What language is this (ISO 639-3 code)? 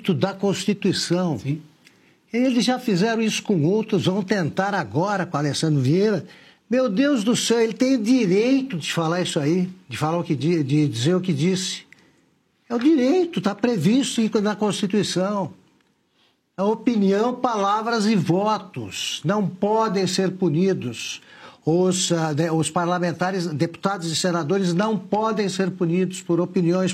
por